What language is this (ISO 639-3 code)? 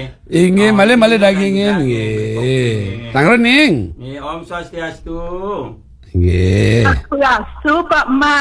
ban